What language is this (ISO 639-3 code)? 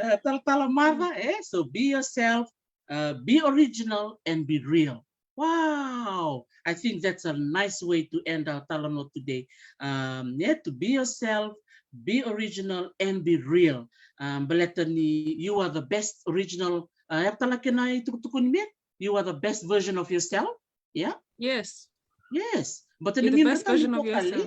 fij